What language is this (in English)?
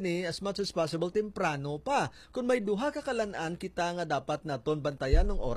Hiligaynon